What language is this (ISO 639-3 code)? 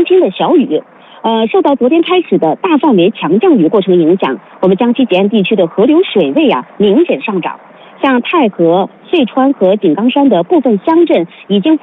zho